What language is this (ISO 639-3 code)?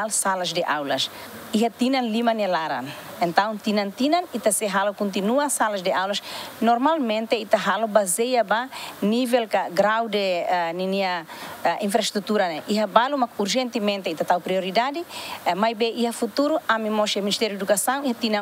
tet